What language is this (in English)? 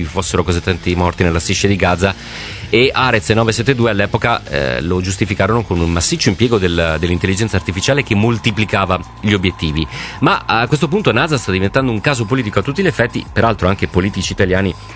Italian